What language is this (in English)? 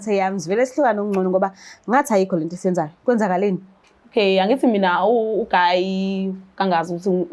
Zulu